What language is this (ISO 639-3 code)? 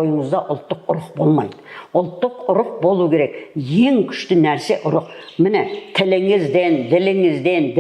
kaz